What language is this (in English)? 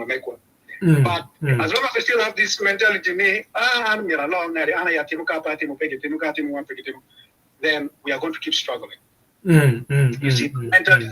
Acoli